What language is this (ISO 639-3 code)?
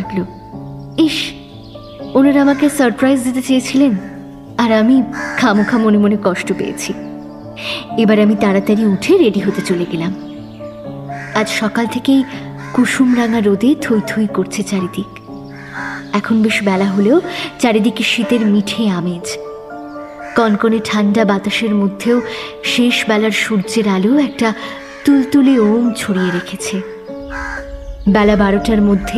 ben